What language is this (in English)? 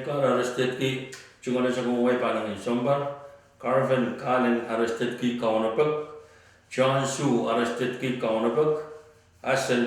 Pohnpeian